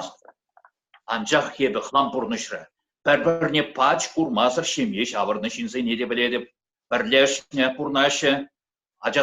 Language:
Chuvash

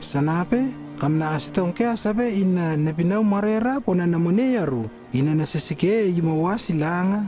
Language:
Lewo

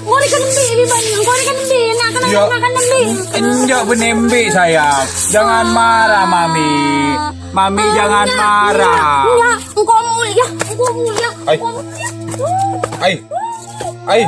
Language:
Madurese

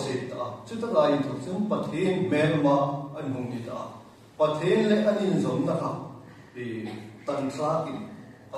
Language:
Hmar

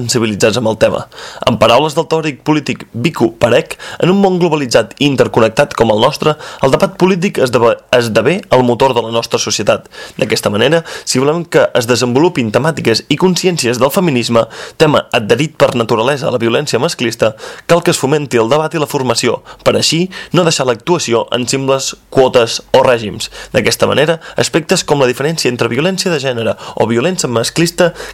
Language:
Catalan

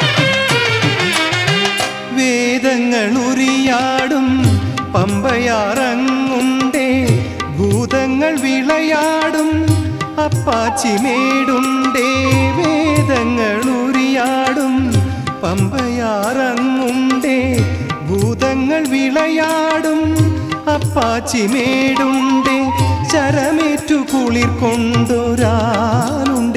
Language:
Malayalam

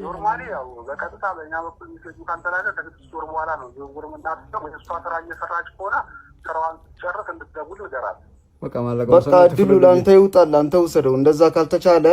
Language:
Amharic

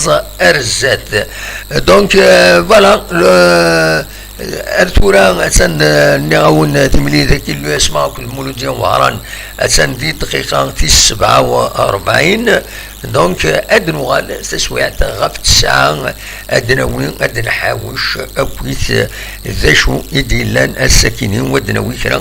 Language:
Kabyle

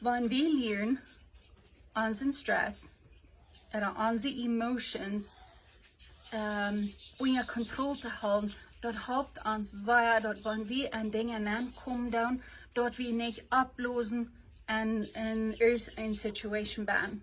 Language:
Plautdietsch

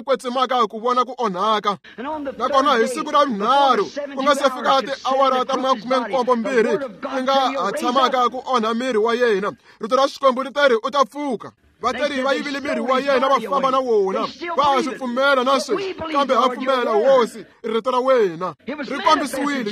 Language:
Tsonga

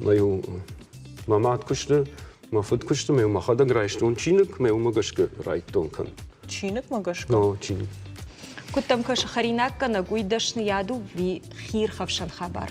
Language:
Ossetic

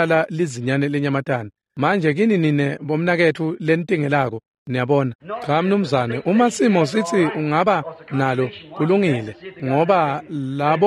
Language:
Swati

